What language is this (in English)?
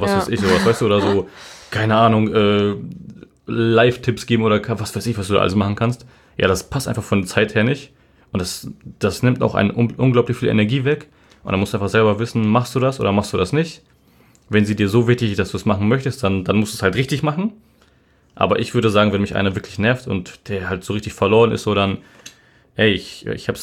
German